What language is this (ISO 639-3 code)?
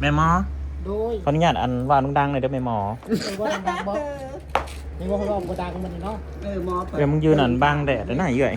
tts